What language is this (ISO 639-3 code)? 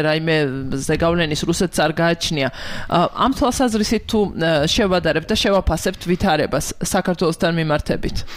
kat